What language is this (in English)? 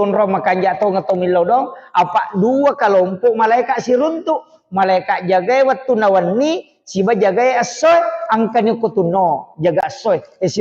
Buginese